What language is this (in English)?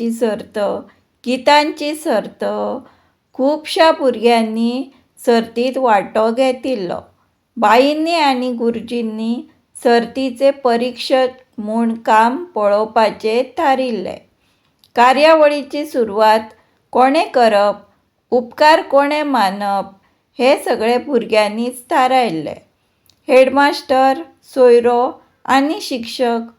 Konkani